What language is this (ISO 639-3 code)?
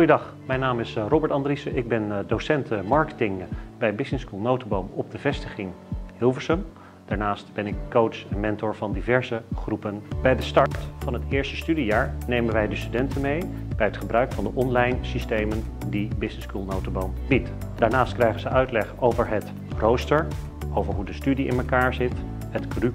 nld